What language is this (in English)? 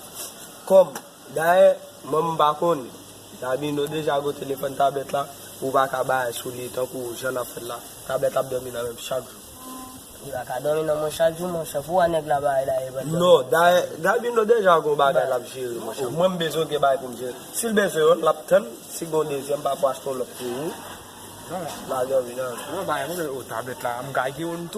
Haitian Creole